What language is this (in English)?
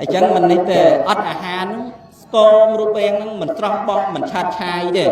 Khmer